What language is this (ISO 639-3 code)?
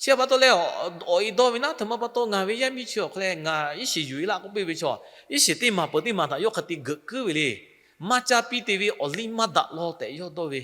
lhu